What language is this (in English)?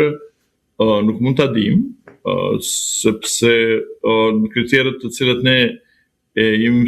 Albanian